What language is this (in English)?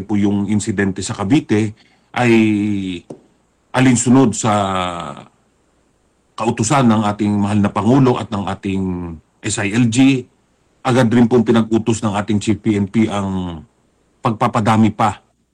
Filipino